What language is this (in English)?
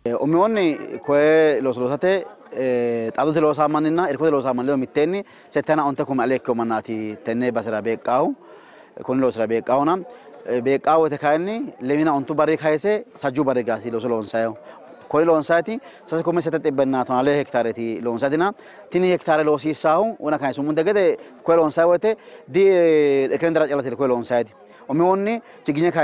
Sidamo